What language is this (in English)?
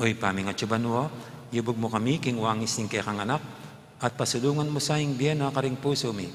Pampanga